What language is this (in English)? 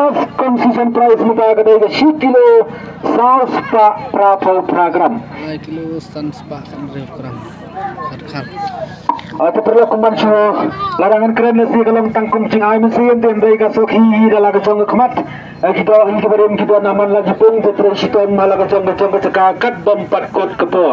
Khasi